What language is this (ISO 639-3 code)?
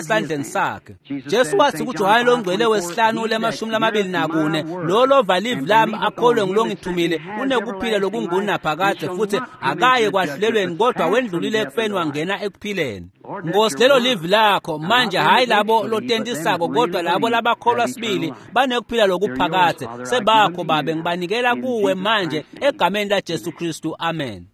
ssw